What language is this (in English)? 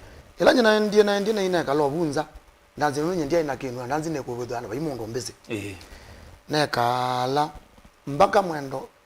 Kamba